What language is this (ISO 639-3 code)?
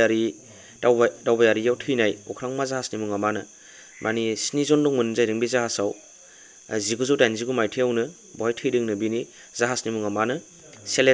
brx